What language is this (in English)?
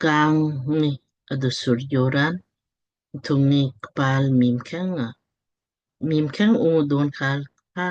Lamkang